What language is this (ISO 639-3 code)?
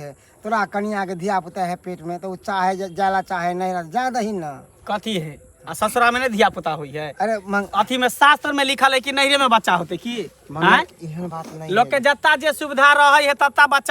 mai